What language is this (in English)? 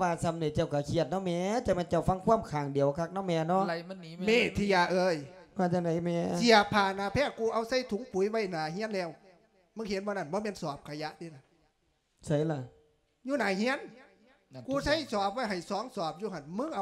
Lao